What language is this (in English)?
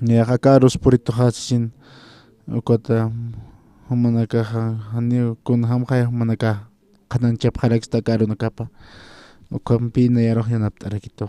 Aymara